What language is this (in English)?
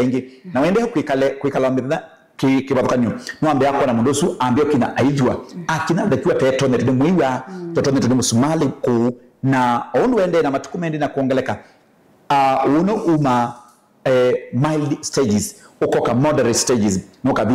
Kamba